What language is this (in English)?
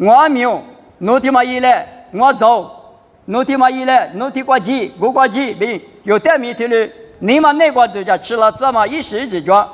Lisu